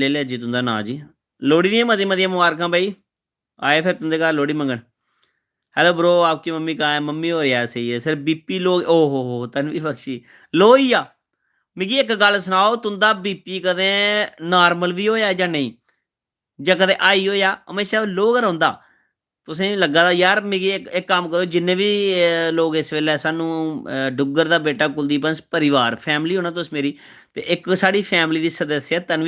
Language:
Dogri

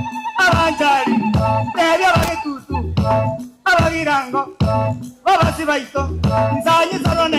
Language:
Gusii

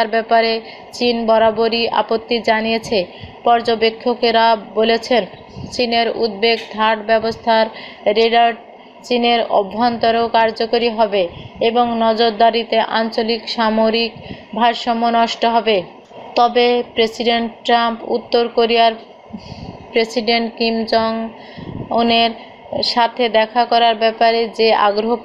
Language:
Bangla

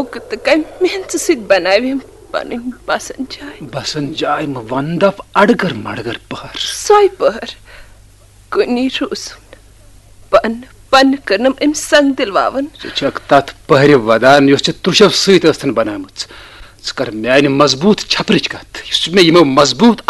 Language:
Kashmiri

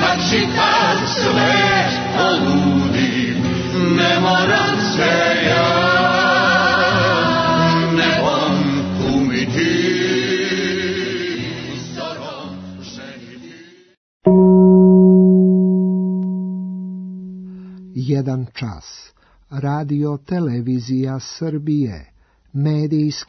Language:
Serbian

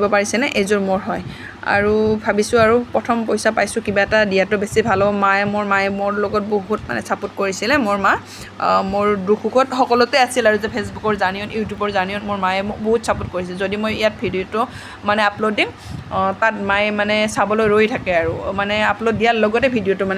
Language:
Assamese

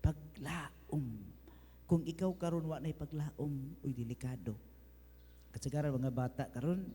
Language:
Cebuano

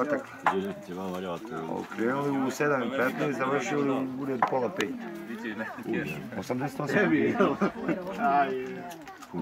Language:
Croatian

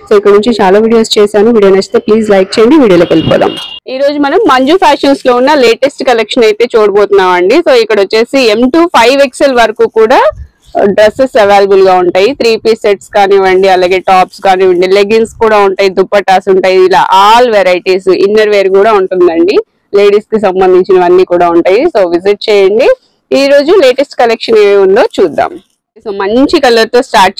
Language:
Telugu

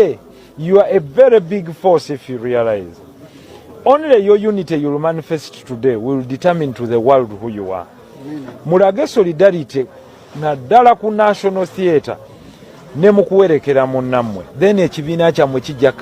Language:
Ganda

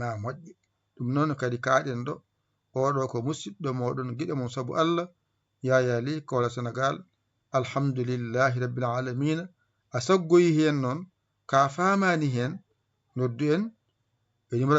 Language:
Fula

